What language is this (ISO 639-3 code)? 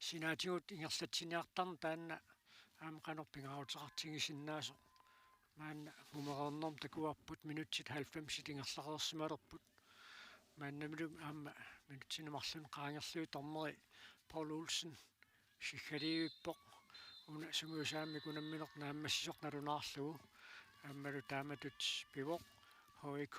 kal